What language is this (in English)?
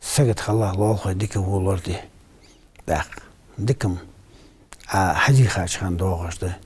Ingush